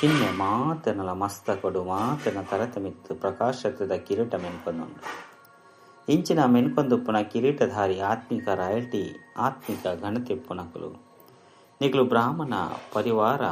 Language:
Tulu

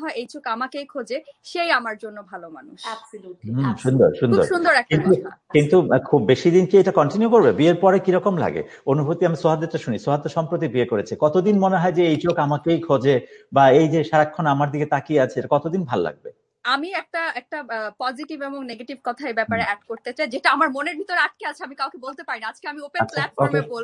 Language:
Bangla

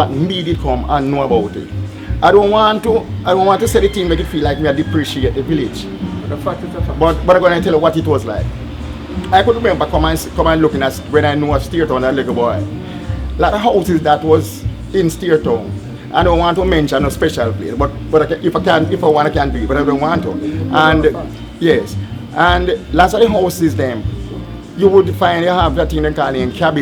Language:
Jamaican Creole English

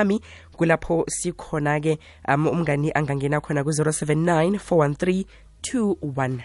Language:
South Ndebele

